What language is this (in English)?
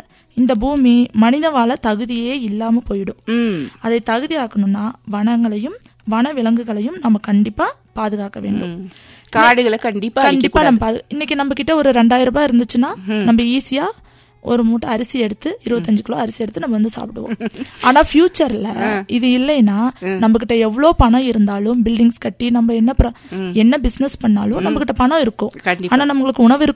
Tamil